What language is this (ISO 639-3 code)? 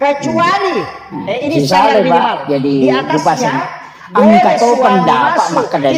bug